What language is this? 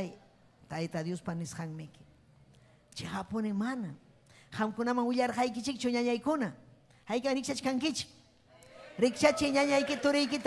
Ayacucho Quechua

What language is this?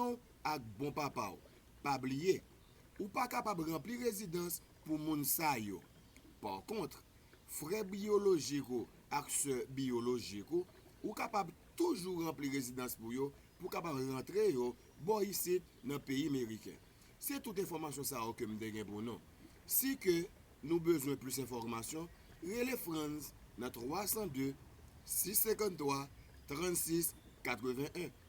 Haitian Creole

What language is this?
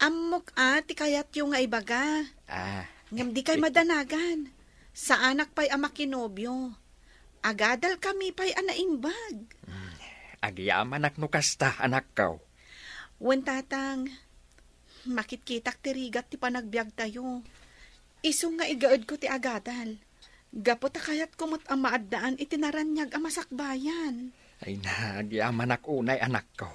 Iloko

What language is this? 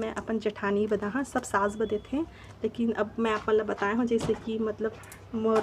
Chhattisgarhi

